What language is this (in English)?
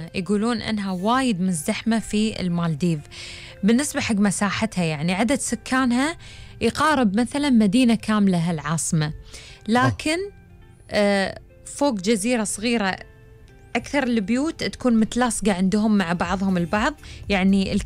Gulf Arabic